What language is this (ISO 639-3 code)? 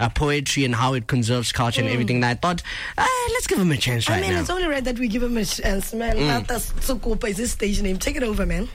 tsn